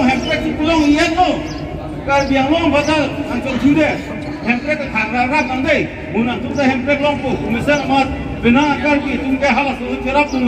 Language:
Karbi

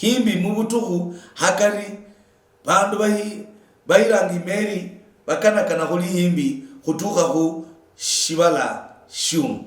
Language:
Luyia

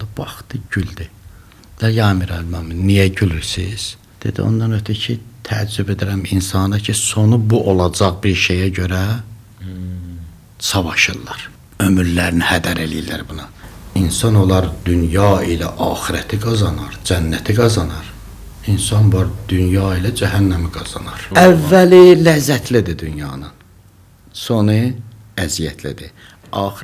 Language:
Azerbaijani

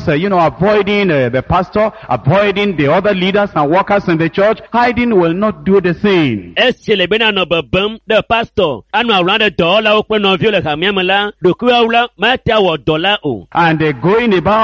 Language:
Ewe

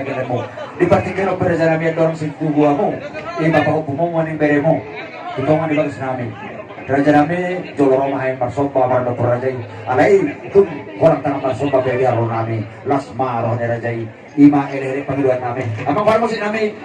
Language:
Batak Toba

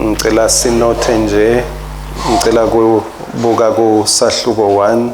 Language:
Swati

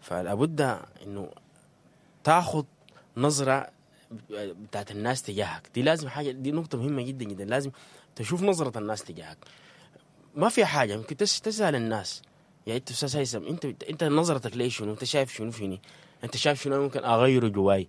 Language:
Sudanese Arabic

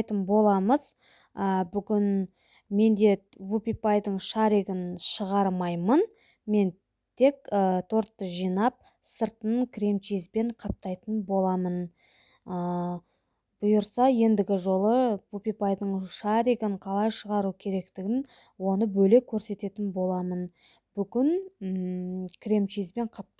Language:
Kazakh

